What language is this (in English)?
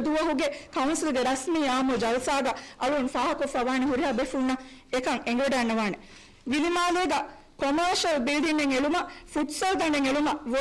Divehi